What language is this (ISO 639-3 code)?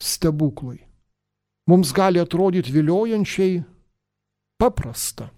lit